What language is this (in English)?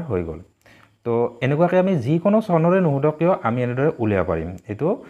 Assamese